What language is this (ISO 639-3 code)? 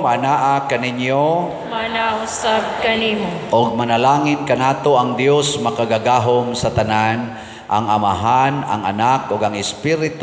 ceb